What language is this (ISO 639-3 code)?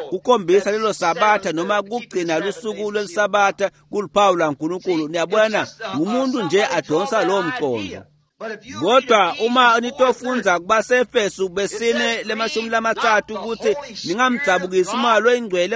ssw